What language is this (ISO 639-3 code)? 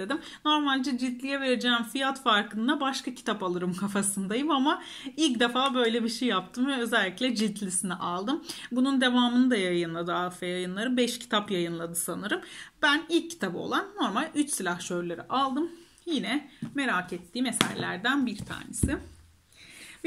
tur